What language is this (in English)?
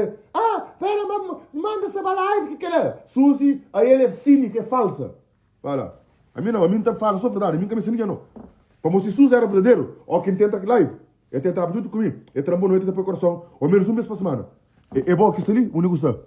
Kabuverdianu